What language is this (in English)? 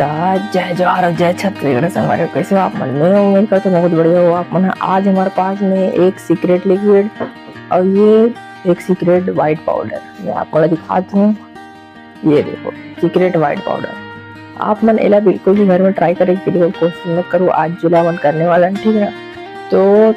Chhattisgarhi